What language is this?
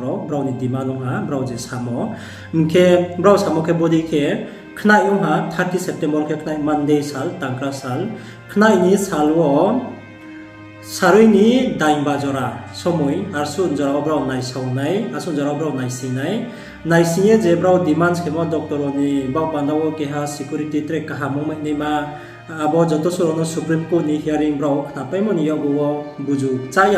Riang (India)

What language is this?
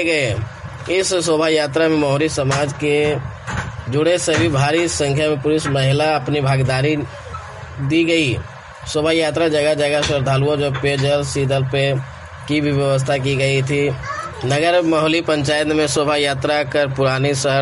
Hindi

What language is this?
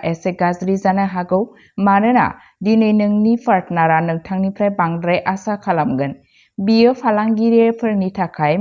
Bodo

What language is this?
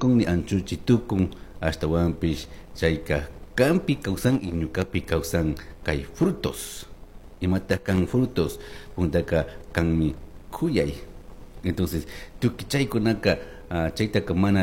Chimborazo Highland Quichua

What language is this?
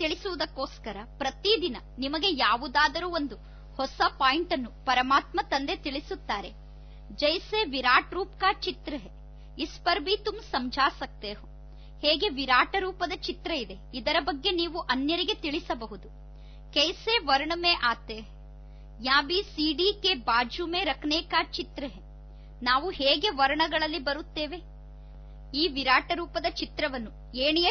Kannada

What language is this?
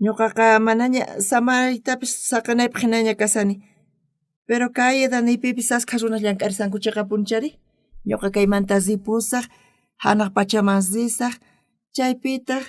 South Bolivian Quechua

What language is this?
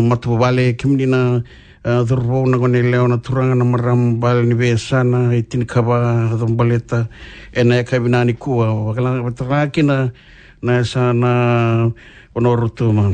Fijian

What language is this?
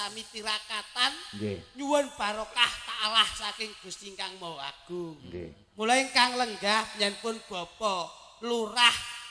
Javanese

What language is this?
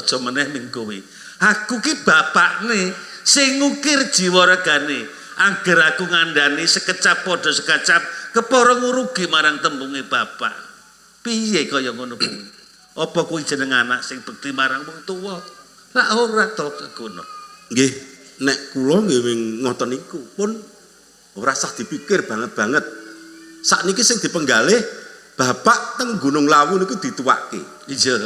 Javanese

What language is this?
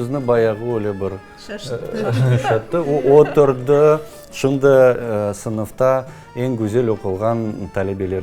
Crimean Tatar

